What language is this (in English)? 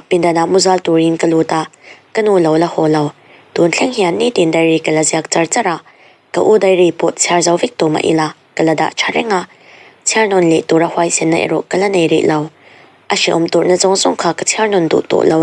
Mizo